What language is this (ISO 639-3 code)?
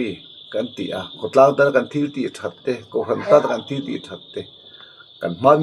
lus